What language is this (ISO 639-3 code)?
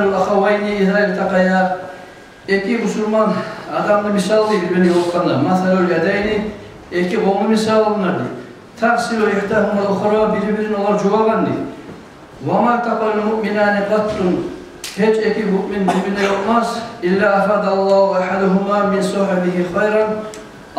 kum